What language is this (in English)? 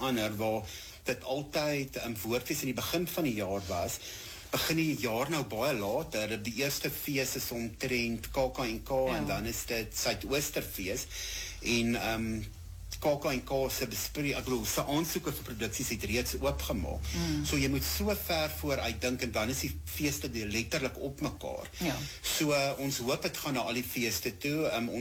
Afrikaans